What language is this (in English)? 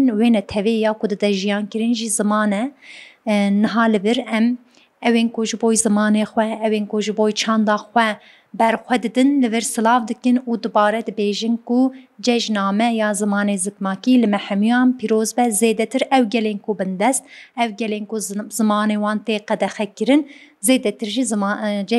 Kurdish